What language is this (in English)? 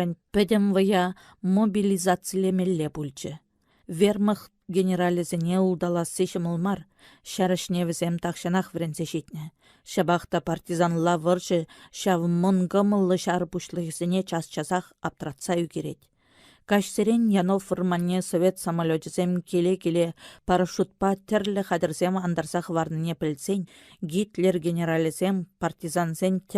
Chuvash